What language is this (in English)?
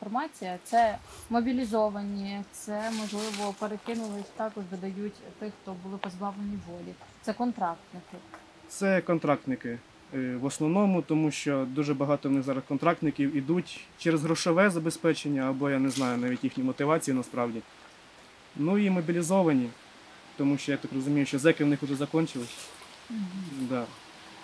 Ukrainian